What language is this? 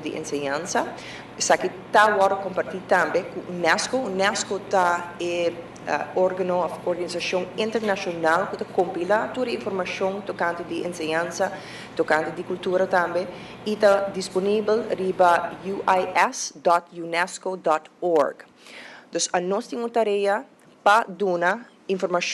Papiamento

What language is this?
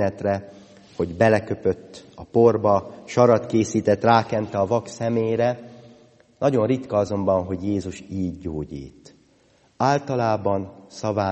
Hungarian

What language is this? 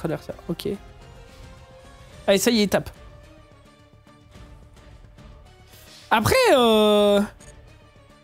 French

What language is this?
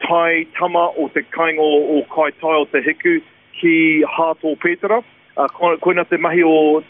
Māori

